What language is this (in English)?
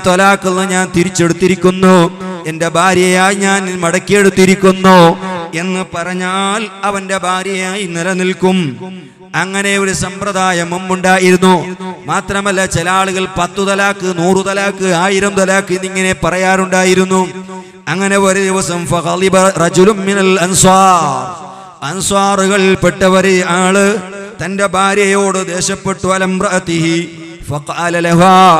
Malayalam